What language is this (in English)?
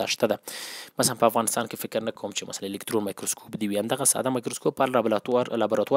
Pashto